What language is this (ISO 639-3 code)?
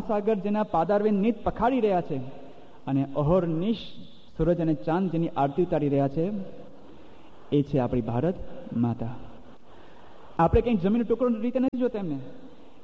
guj